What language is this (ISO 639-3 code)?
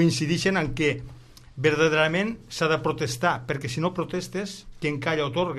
cat